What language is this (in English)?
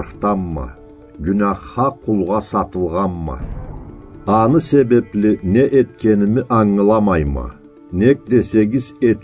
Karachay-Balkar